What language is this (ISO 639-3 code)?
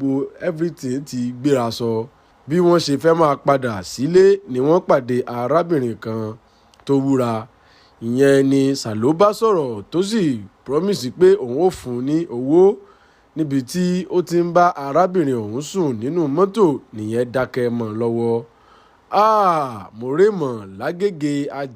yor